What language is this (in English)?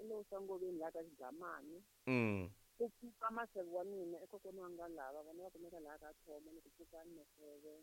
Tsonga